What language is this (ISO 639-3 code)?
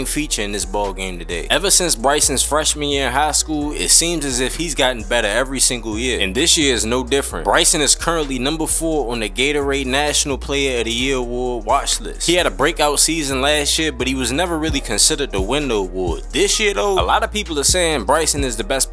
eng